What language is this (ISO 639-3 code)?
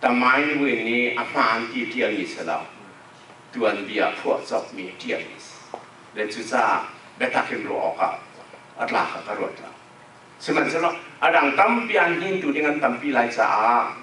cnh